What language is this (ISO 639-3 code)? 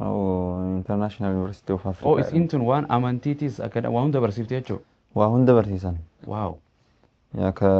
orm